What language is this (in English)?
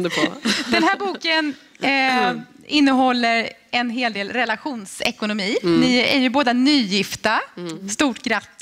Swedish